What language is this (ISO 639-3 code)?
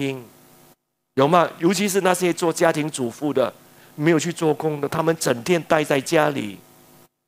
zho